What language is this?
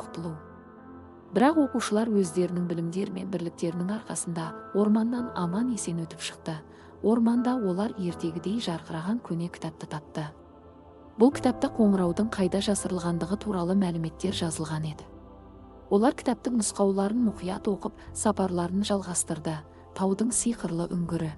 Kazakh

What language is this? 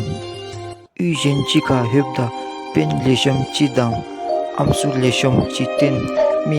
Dzongkha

